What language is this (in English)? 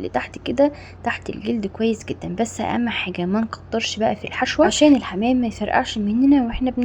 Egyptian Arabic